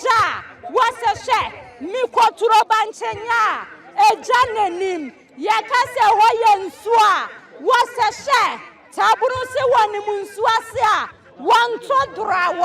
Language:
Akan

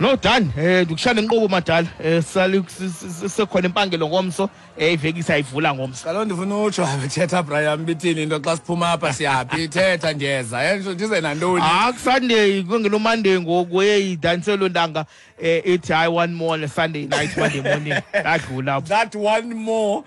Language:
Xhosa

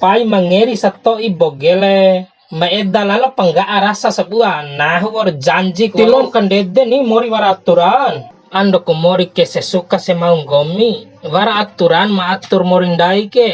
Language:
Bima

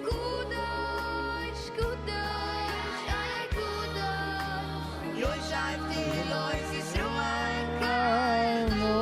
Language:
Yiddish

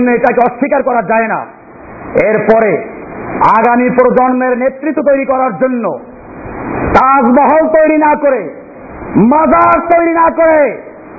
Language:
Bangla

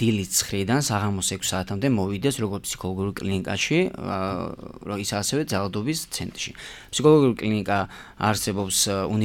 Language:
Georgian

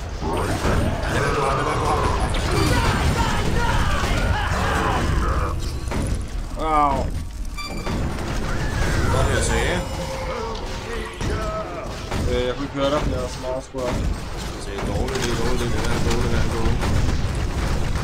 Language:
Danish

